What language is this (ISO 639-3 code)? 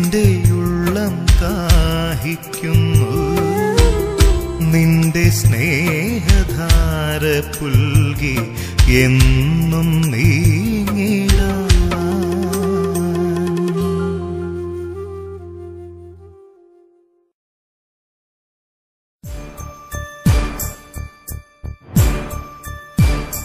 mal